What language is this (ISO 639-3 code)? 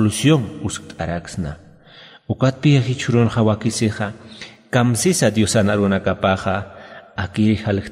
aym